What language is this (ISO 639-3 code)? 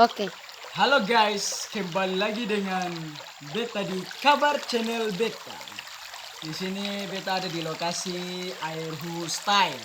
abs